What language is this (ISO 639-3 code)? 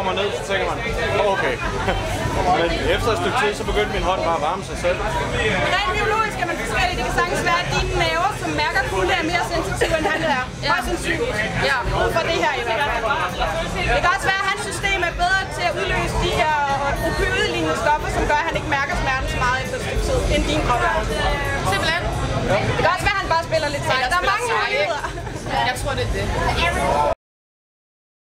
dan